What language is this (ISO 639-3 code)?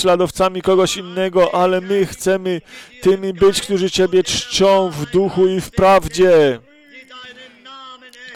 pol